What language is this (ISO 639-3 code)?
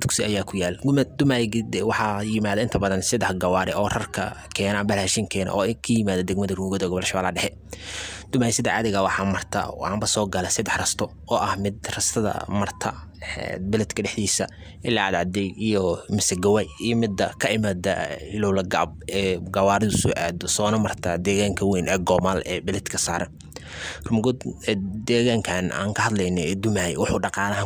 som